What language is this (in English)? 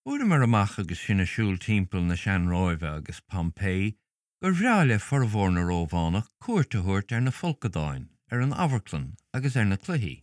Irish